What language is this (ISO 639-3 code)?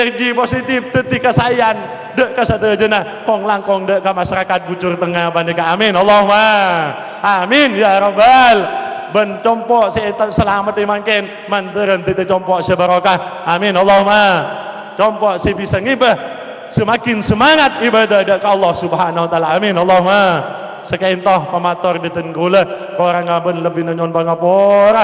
mad